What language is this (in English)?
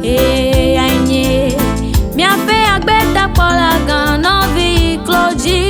Ewe